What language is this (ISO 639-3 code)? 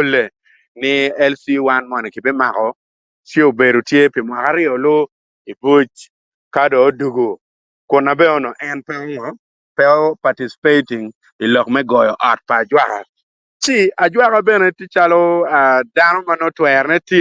ach